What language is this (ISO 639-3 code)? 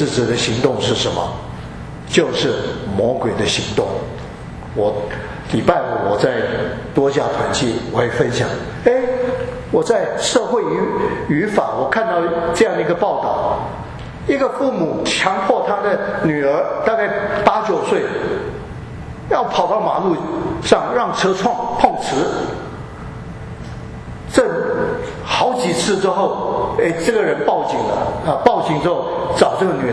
zho